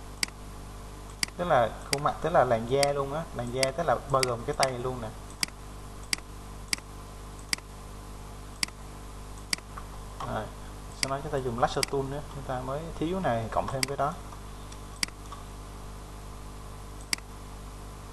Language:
Vietnamese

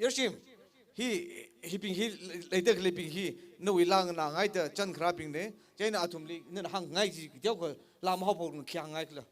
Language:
Tangkhul Naga (India)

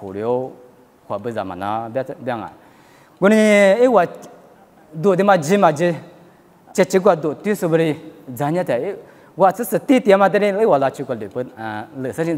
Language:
Lisu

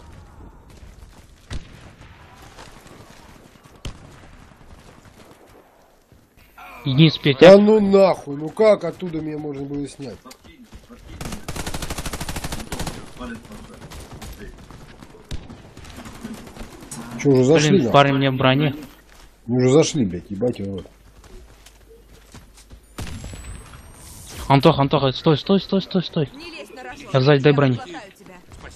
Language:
Russian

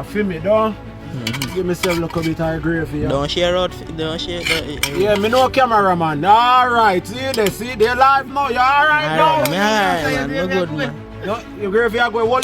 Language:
Jamaican Creole English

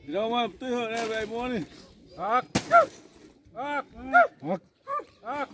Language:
Xavánte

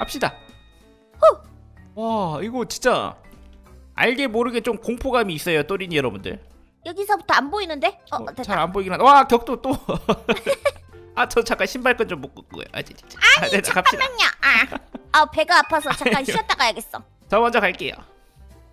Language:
Korean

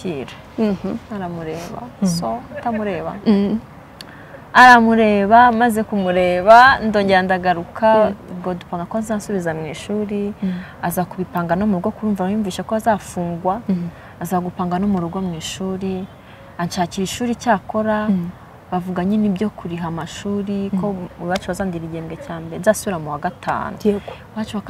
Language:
Kinyarwanda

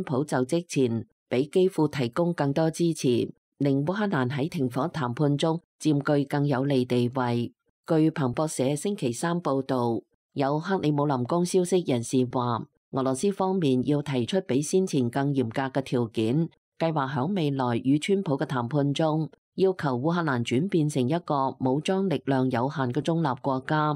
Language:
Cantonese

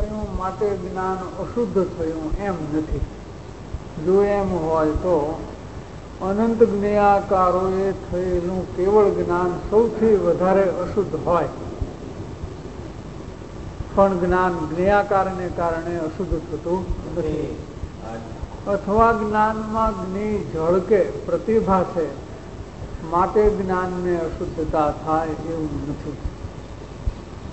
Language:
Gujarati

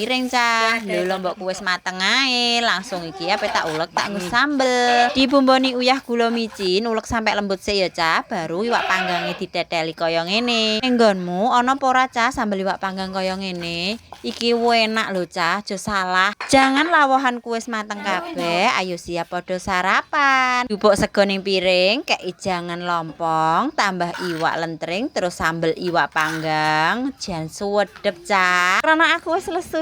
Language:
Javanese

